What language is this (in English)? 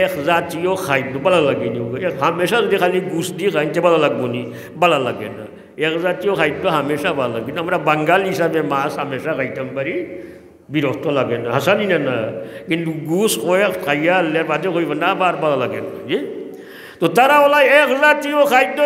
Sylheti